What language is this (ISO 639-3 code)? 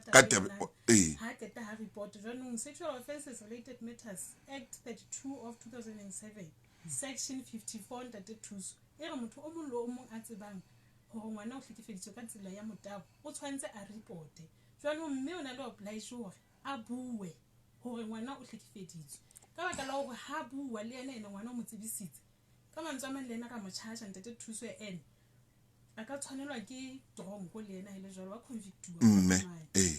sot